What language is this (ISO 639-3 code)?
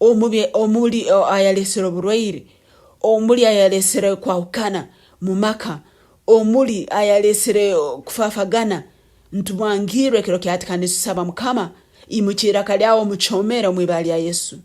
nyo